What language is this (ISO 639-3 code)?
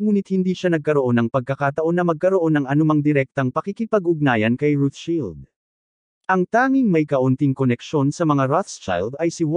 fil